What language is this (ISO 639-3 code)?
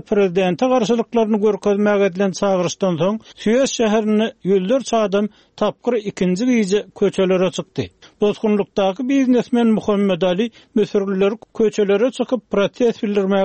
tuk